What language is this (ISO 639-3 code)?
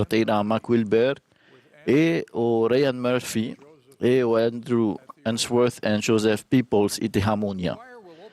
tah